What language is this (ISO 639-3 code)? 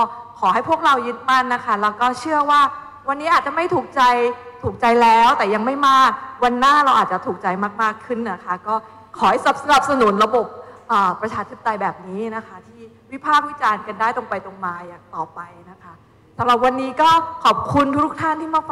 tha